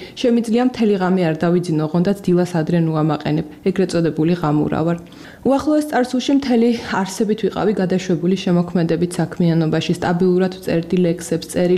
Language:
Georgian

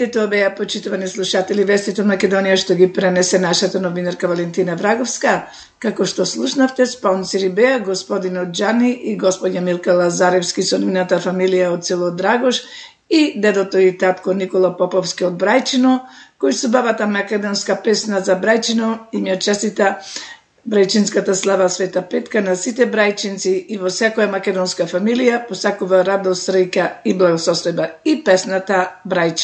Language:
Macedonian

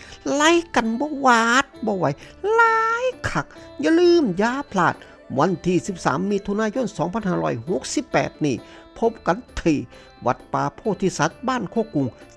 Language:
Lao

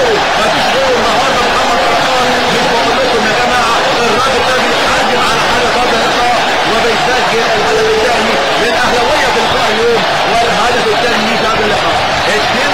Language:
Egyptian Arabic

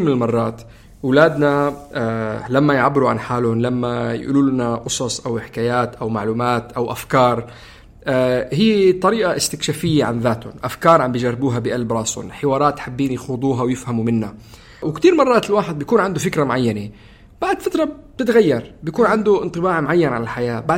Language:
North Levantine Arabic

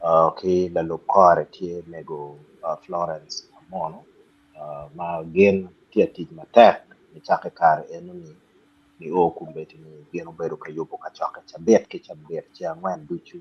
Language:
Acoli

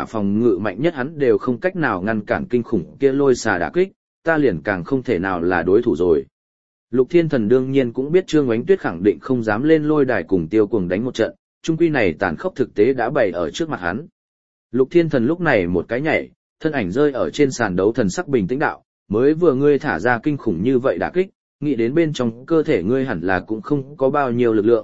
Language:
Vietnamese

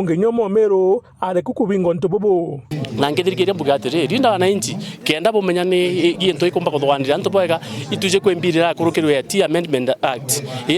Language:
Meru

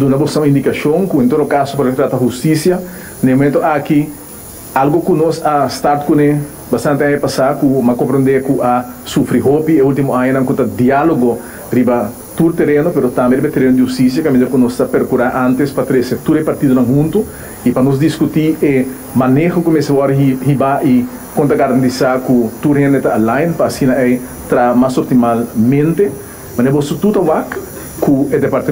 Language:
Papiamento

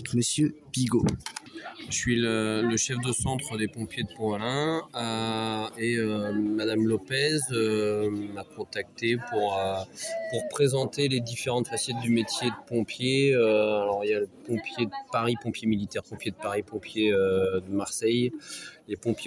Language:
French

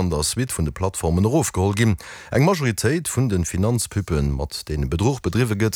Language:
Luxembourgish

